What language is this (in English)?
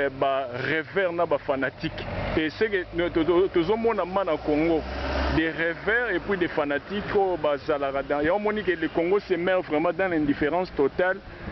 Lingala